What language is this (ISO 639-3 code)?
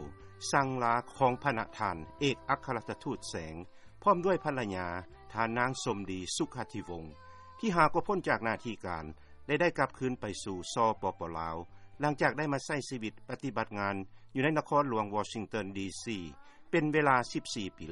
lao